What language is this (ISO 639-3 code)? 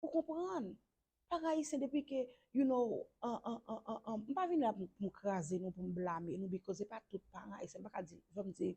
hat